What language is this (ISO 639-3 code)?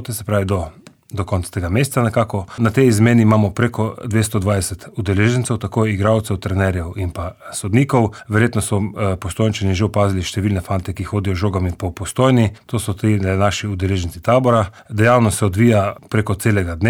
slv